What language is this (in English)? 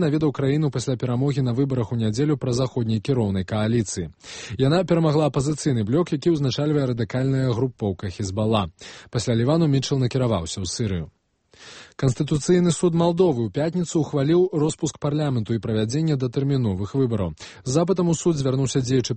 Belarusian